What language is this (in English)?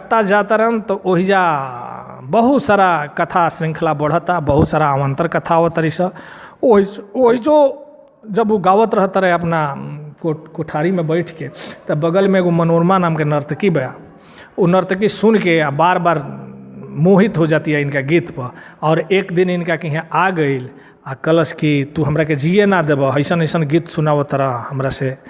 Bhojpuri